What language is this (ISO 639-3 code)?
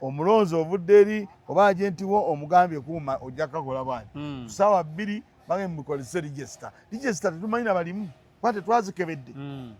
lug